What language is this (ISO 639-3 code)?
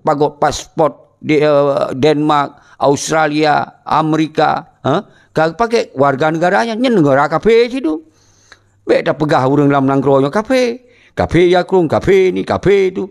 ace